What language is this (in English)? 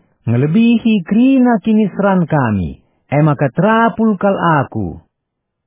Batak Karo